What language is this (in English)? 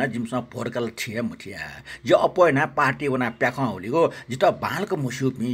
Newari